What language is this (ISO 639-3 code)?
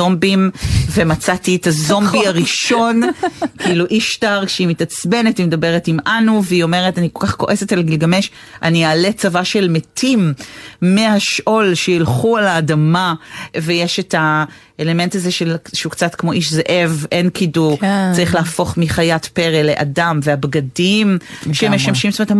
heb